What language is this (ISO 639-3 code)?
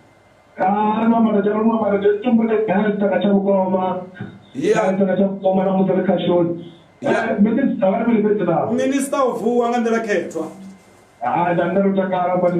ven